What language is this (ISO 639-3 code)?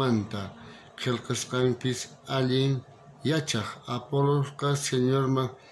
quh